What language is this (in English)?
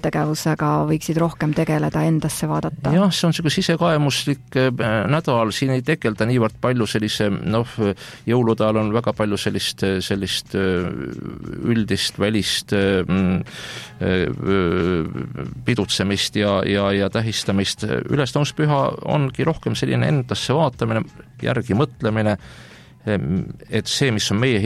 Estonian